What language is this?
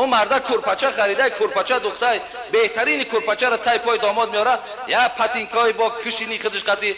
Tajik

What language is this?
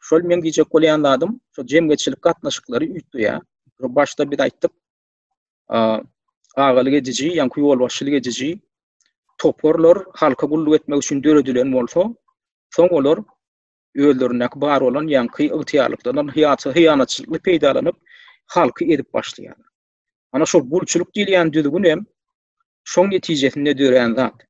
Turkmen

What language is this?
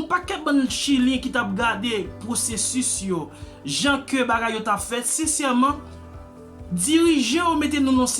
Haitian Creole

